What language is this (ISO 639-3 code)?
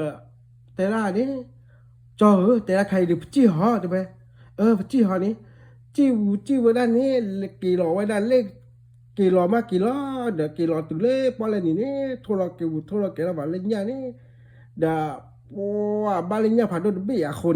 ksw